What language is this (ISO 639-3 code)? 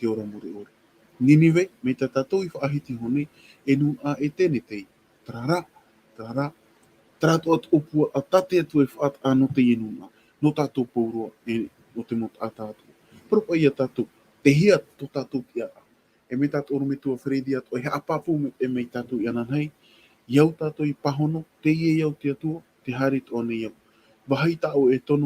tah